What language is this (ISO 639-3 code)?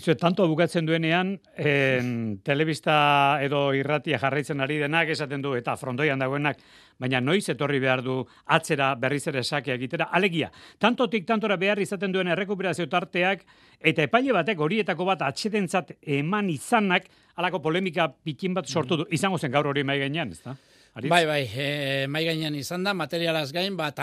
eus